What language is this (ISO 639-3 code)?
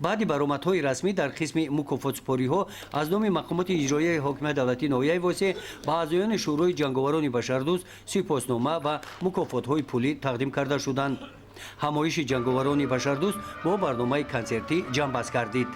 tgk